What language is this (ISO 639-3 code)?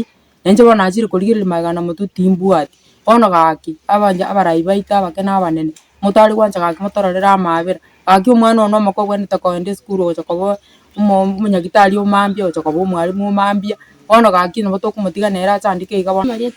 guz